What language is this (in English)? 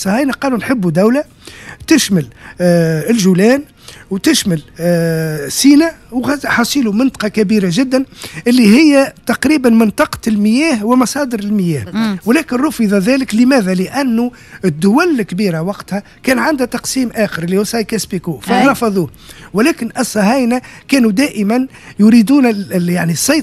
Tunisian Arabic